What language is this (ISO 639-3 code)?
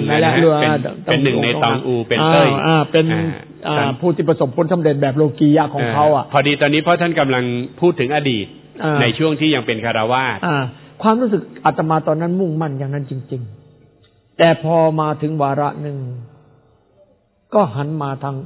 tha